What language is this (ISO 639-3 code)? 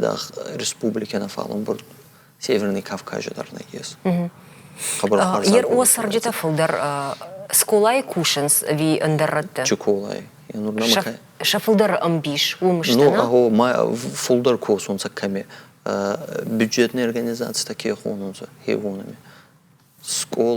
oss